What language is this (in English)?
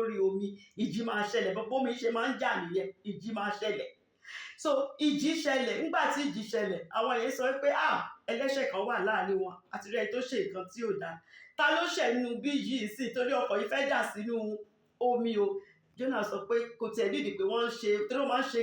Yoruba